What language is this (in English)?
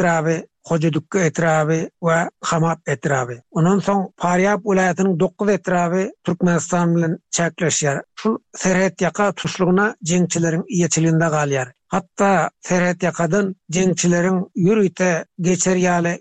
Turkmen